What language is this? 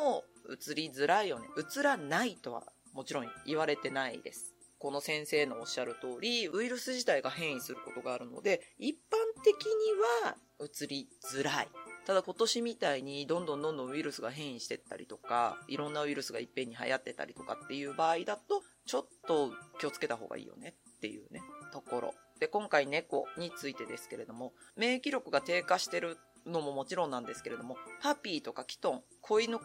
Japanese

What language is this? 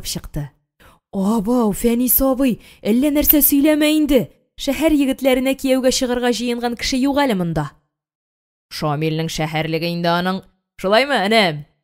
Tatar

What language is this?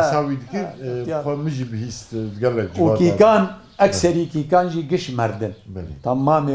Kurdish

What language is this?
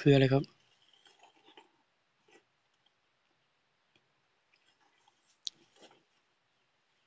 Thai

